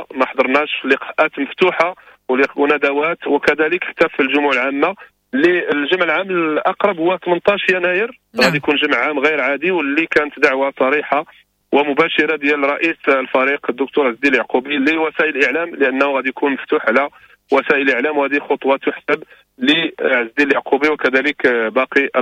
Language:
Moroccan Arabic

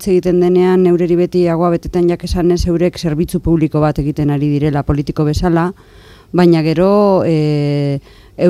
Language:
Basque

